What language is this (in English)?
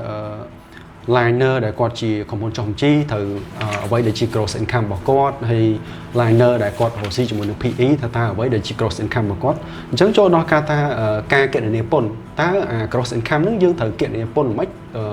Khmer